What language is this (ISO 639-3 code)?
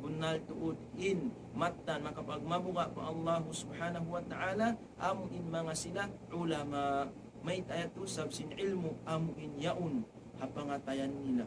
tsg